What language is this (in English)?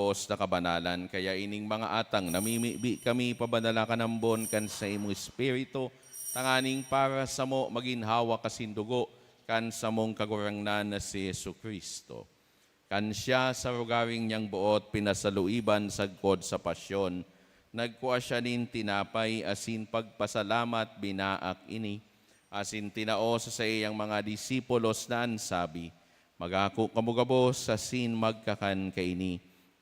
Bikol